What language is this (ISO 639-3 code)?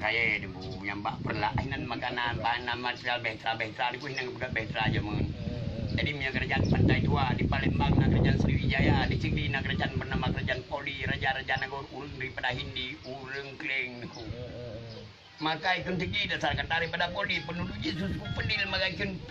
ace